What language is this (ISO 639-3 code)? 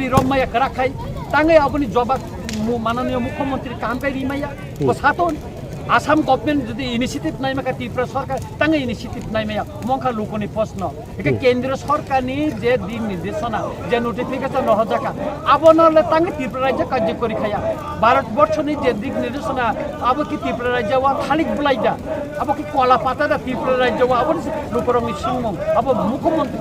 trp